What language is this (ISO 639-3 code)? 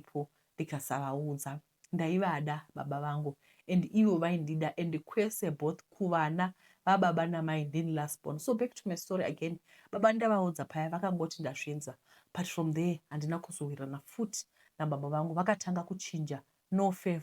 sna